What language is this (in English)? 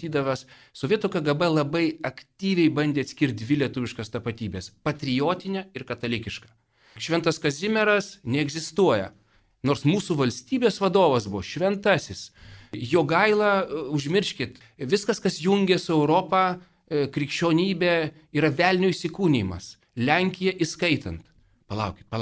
Lithuanian